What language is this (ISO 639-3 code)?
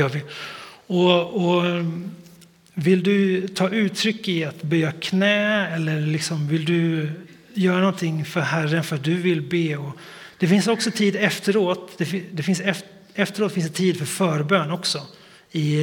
swe